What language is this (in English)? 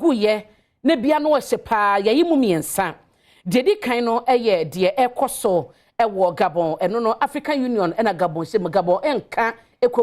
Akan